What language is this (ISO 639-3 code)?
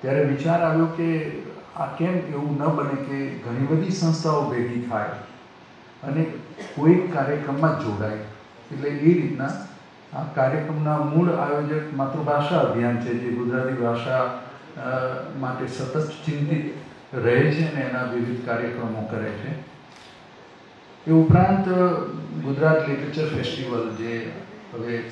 guj